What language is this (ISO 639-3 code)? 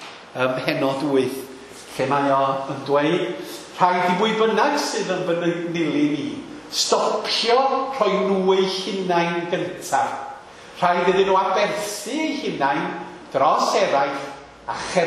cym